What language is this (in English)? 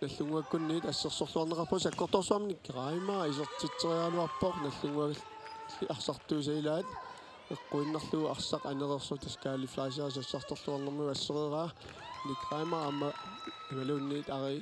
Kalaallisut